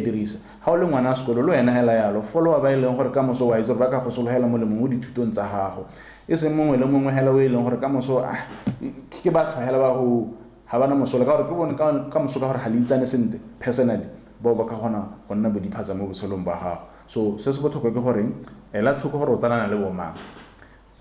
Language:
Tswana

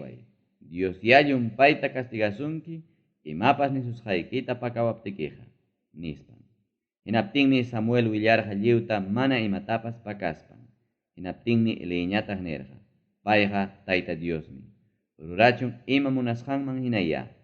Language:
Ayacucho Quechua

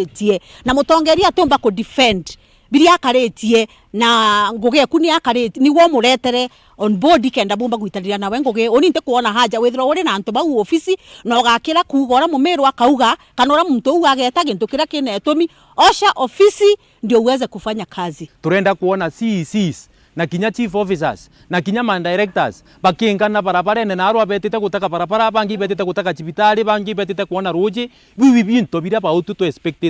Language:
Meru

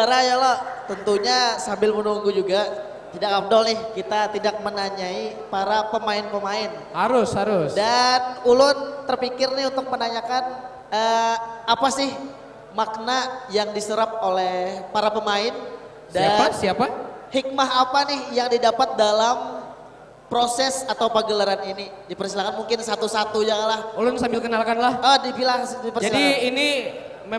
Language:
Banjar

